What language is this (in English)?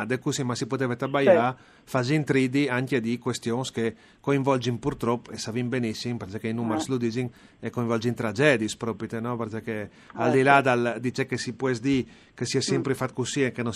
Friulian